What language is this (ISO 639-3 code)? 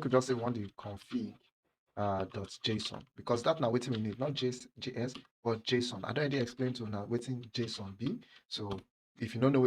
pcm